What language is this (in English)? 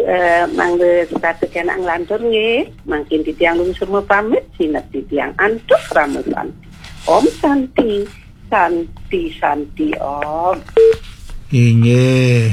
Balinese